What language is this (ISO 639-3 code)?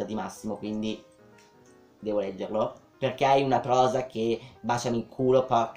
ita